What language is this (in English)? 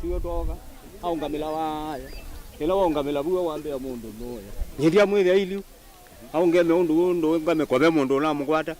Kamba